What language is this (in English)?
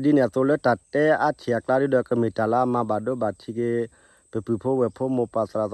S'gaw Karen